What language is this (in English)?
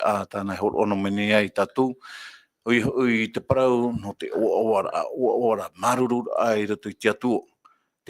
Tahitian